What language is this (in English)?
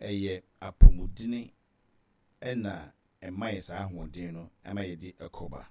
Akan